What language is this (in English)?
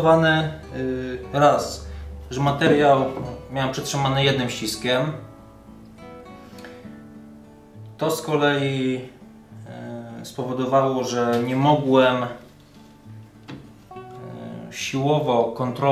Polish